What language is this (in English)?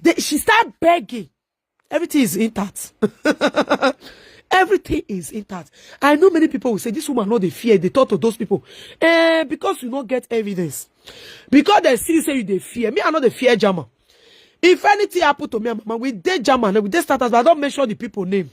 Nigerian Pidgin